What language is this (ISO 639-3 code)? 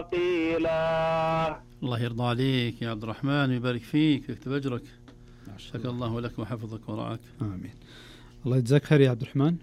ars